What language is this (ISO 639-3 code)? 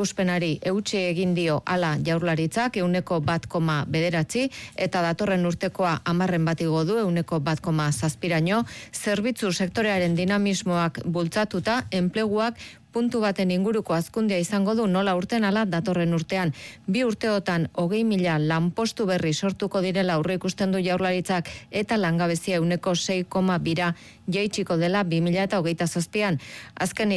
eus